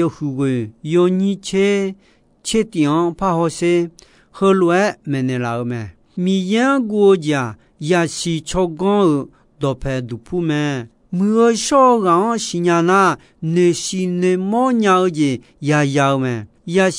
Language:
Akha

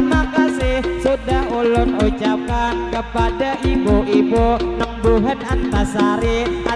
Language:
Banjar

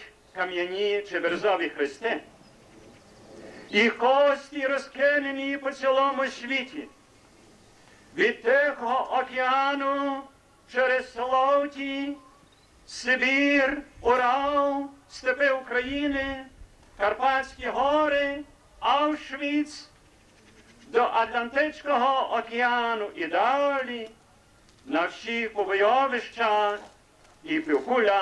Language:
Ukrainian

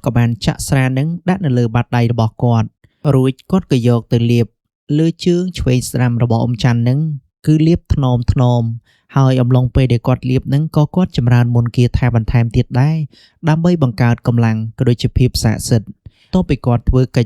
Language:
Khmer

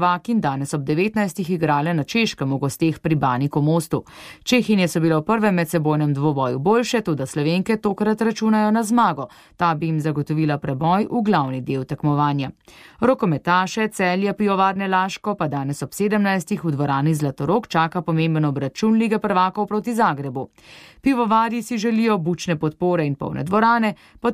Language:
Slovenian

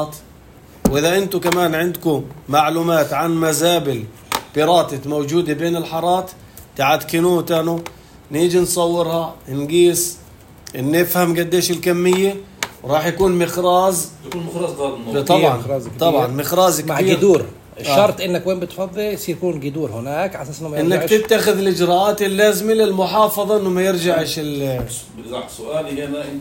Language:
North Levantine Arabic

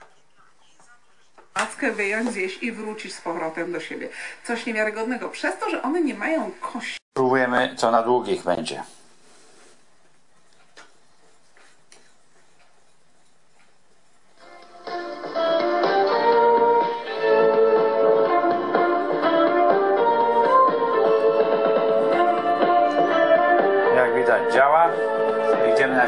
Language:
Polish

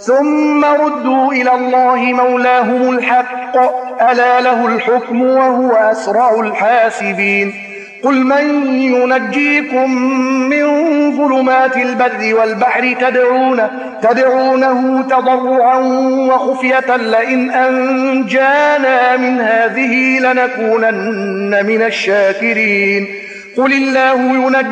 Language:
Arabic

